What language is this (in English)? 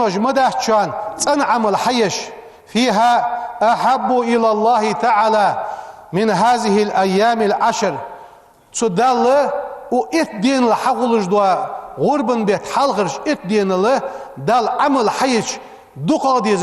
Ingush